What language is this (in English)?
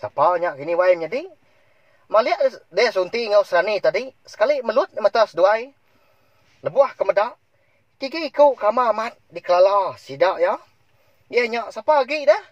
Iban